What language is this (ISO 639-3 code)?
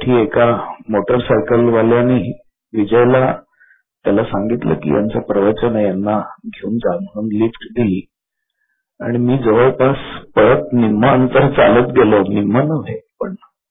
mar